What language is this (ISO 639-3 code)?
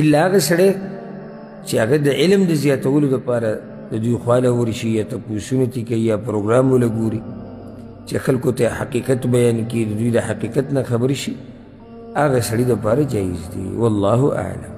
pus